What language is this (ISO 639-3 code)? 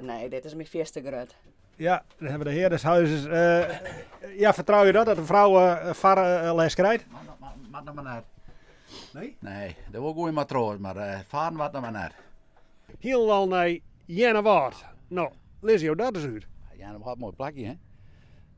fry